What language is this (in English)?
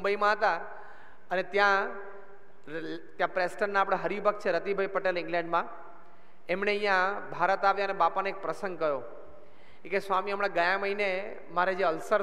Gujarati